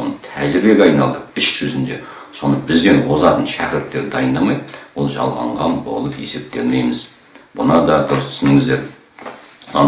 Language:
Kazakh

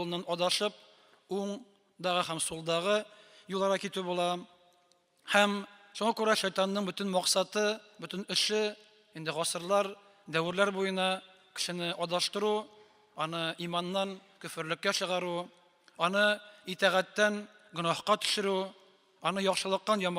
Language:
Tatar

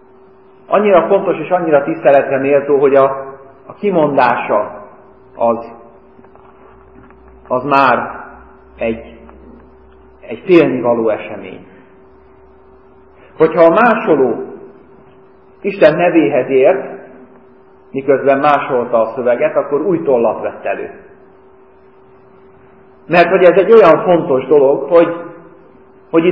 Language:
Hungarian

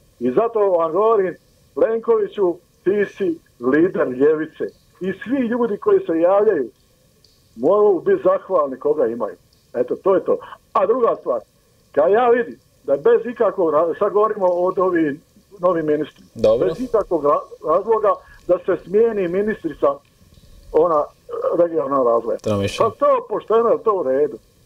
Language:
Croatian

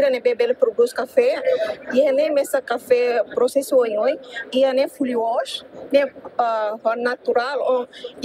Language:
Tetum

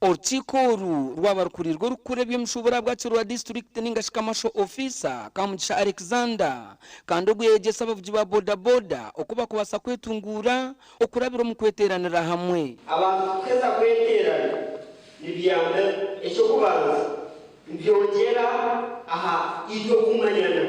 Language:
Nyankole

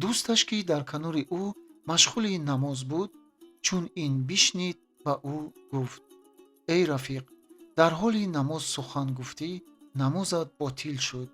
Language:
Tajik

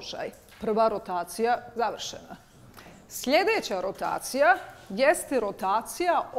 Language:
Bosnian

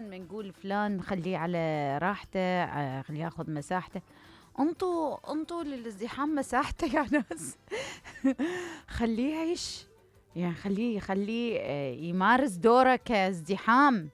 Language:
Mesopotamian Arabic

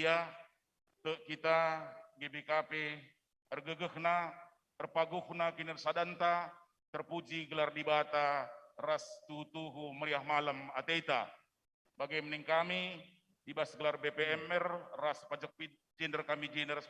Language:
Batak Karo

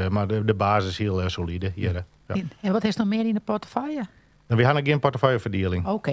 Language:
Western Frisian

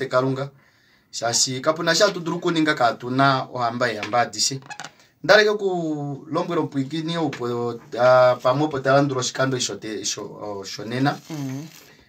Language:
Kuanyama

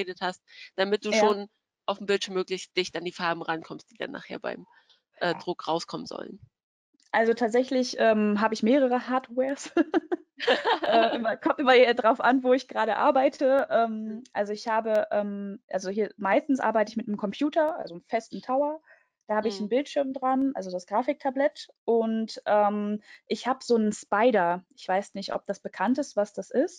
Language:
German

